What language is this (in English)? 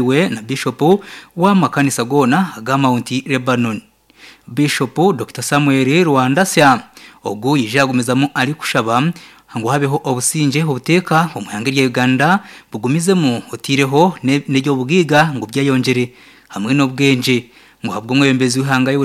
Nyankole